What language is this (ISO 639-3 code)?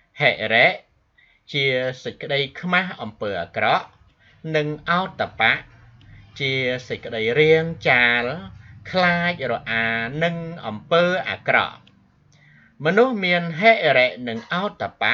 khm